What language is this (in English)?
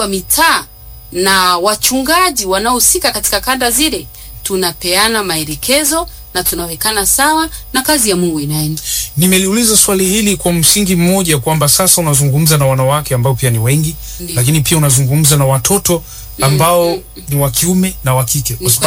Swahili